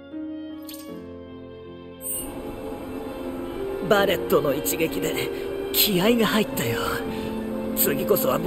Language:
Japanese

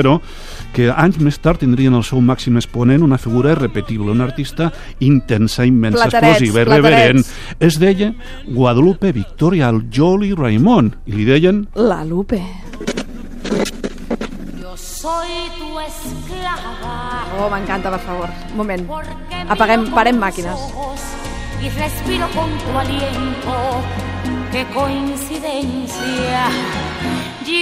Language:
Catalan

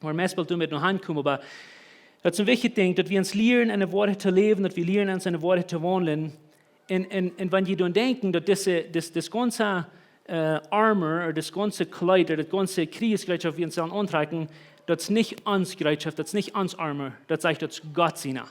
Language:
Plautdietsch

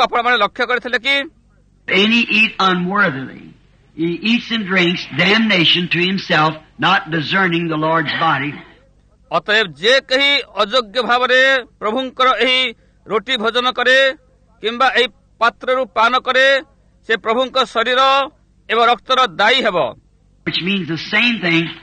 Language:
Odia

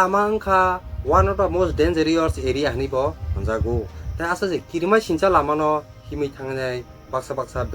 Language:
Kok Borok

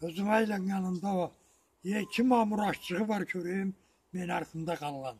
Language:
Karachay-Balkar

